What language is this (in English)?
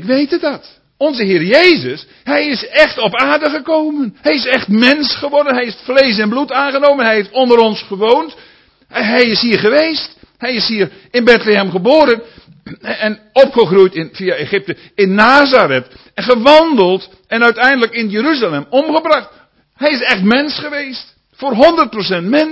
Dutch